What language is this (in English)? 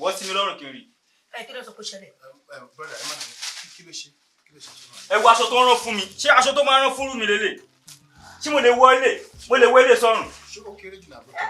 Yoruba